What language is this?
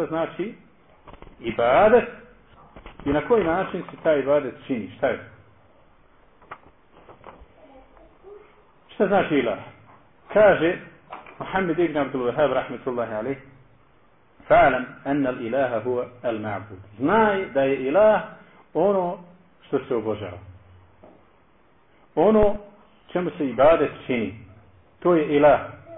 Bosnian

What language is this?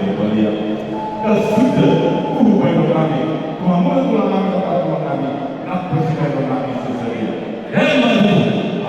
Batak Toba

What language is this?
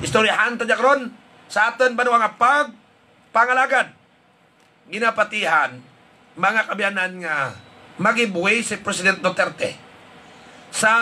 Hiligaynon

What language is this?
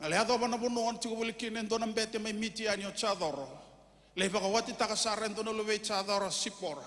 Fijian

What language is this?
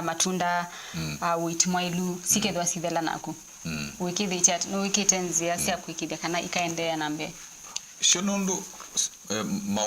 Kamba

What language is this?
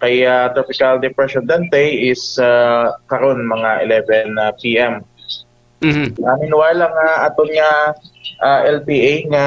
Hiligaynon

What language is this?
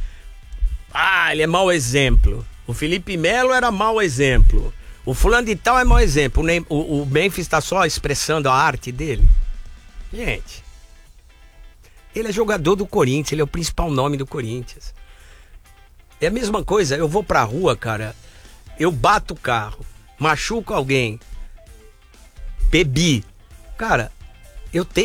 Portuguese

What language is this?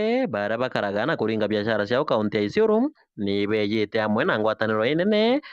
Meru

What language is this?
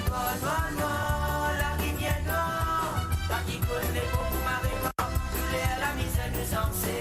Morisyen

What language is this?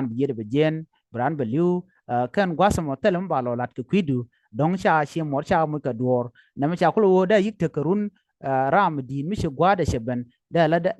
Nuer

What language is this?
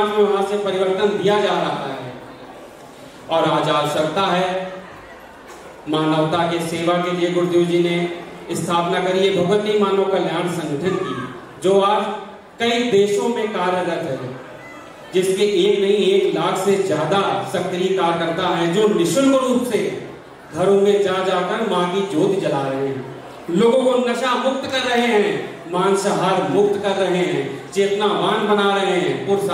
Hindi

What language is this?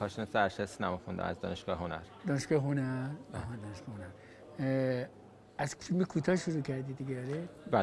Persian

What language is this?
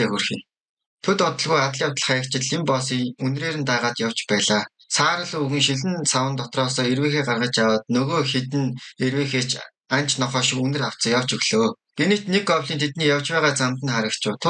Mongolian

